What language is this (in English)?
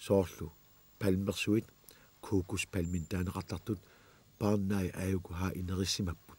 Kalaallisut